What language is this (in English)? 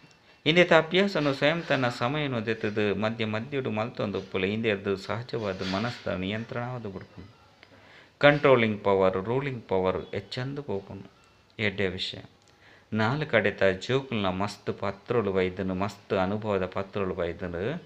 Tulu